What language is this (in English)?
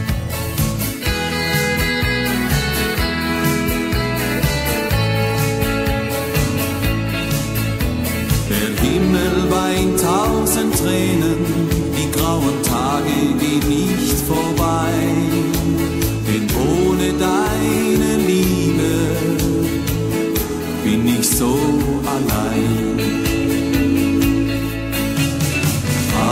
German